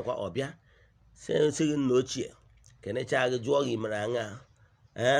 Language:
Igbo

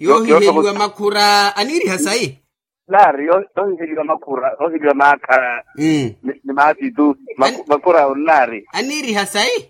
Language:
Makhuwa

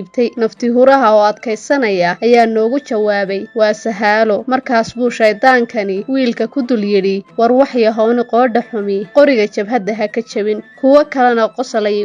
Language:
Somali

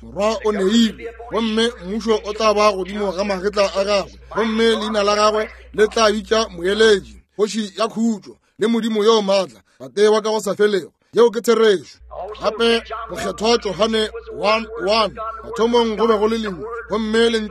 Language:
Northern Sotho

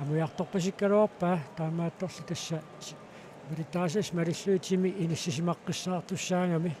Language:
Kalaallisut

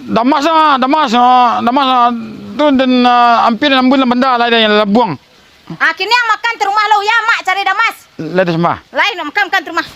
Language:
Minangkabau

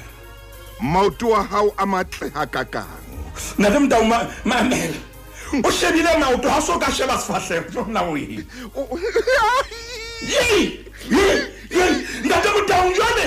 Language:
Southern Sotho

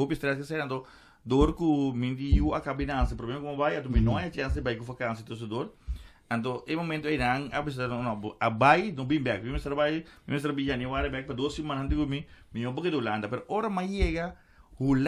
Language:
Papiamento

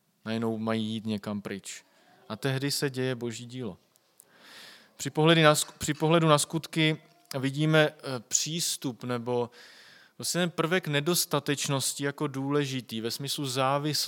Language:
Czech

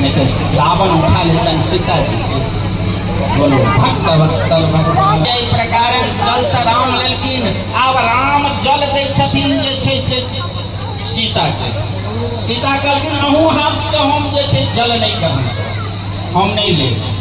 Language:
Maithili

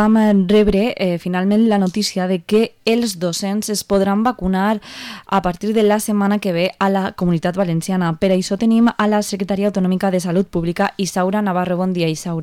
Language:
Catalan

